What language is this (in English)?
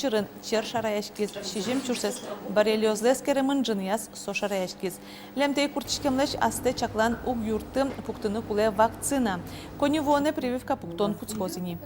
Udmurt